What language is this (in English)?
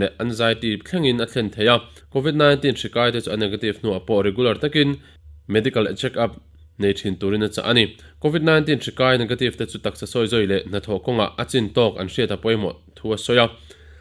Mizo